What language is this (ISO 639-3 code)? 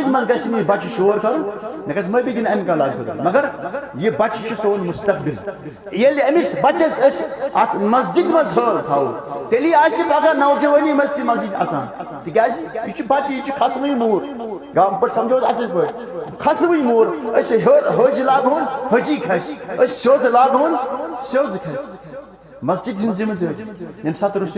kas